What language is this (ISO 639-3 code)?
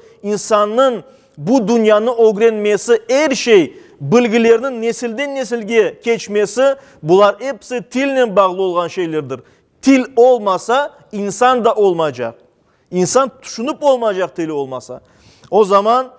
crh